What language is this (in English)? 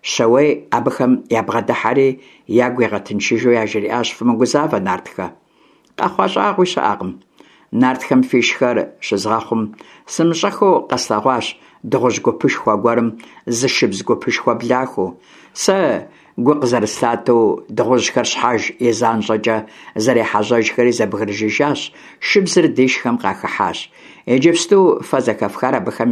Kabardian